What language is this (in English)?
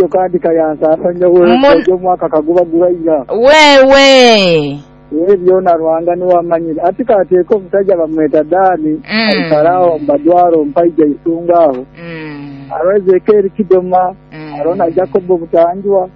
Nyoro